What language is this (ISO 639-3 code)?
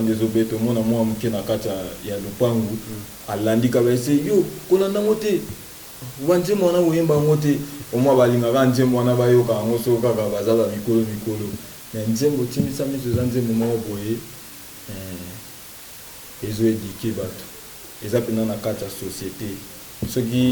lin